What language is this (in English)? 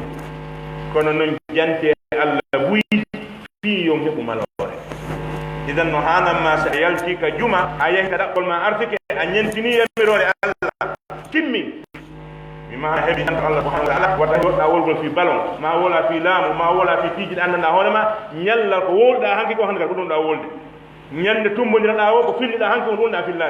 Pular